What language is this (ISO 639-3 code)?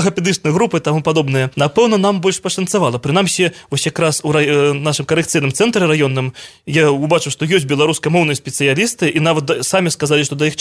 bel